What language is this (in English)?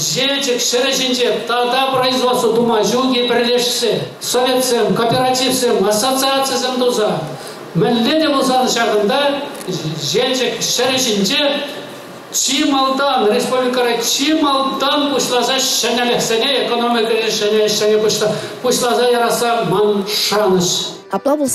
Chuvash